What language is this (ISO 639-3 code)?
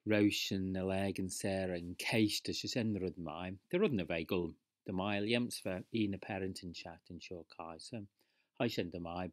glv